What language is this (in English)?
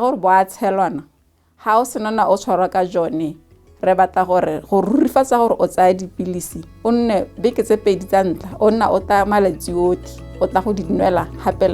Tswana